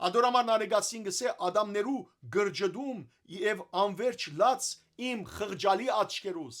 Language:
Western Armenian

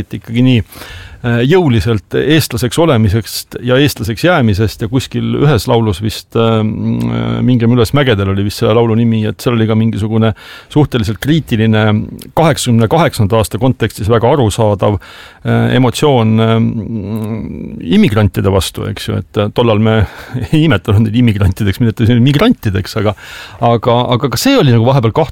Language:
Estonian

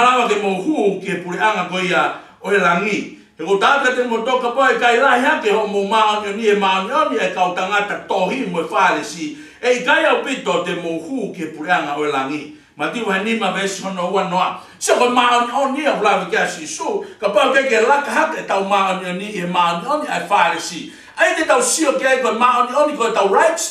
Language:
Tongan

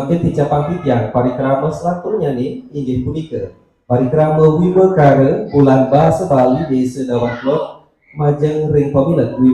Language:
Balinese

